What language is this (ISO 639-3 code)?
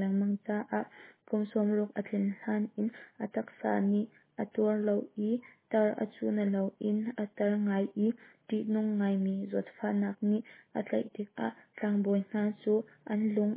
cnh